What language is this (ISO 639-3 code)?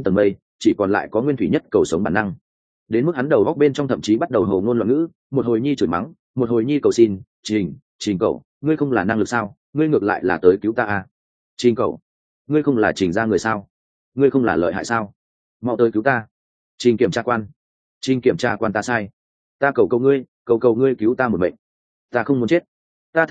vie